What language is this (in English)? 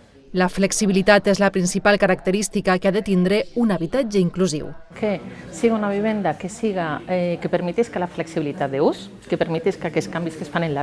Catalan